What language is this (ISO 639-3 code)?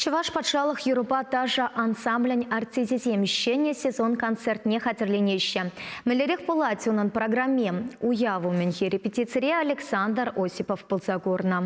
chv